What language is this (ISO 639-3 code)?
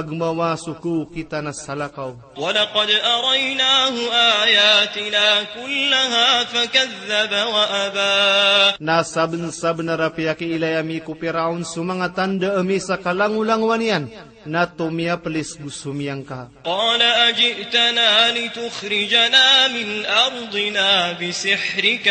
mrw